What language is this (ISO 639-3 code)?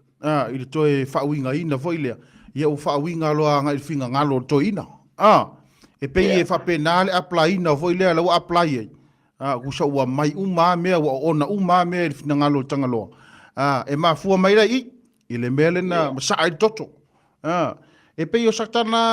smo